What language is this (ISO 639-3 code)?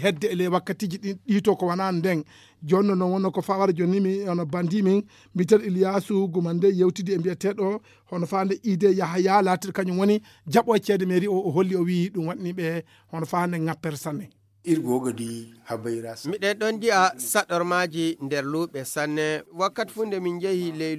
ful